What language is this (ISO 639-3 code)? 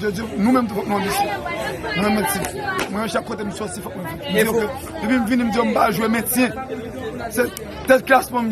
hat